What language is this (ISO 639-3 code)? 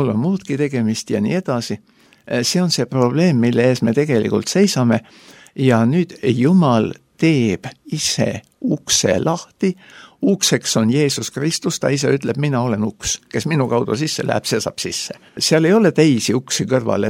est